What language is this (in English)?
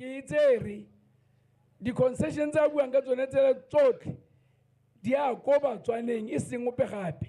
Tswana